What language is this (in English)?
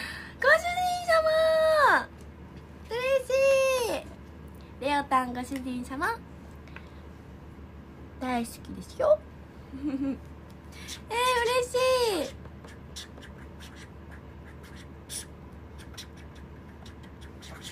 Japanese